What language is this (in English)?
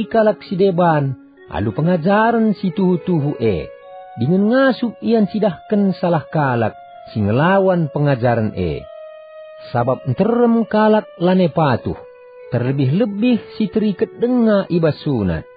Batak Karo